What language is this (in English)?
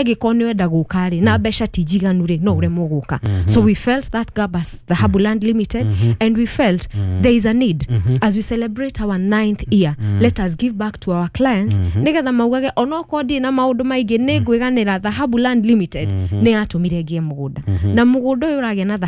Kikuyu